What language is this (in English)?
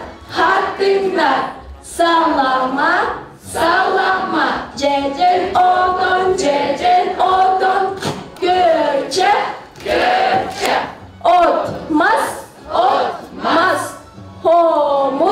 Yakut